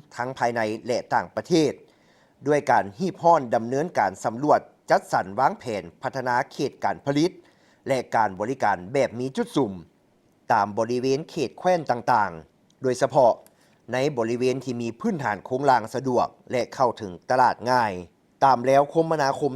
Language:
Lao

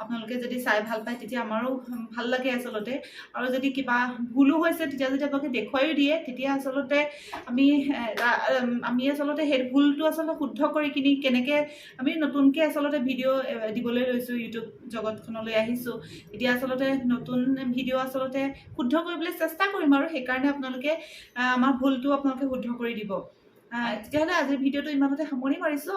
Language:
Assamese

